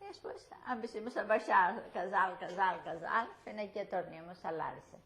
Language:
Ladino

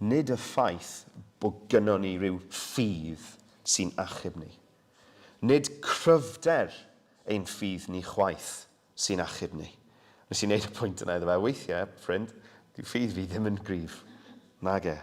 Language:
Welsh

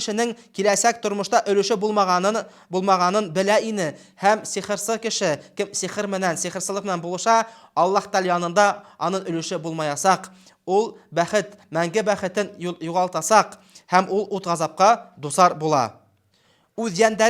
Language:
Bashkir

